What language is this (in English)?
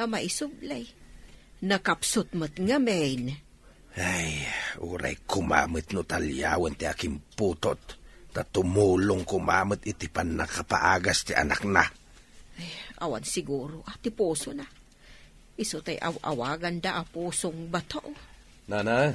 Iloko